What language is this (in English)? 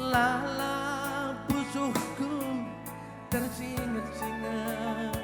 Batak Karo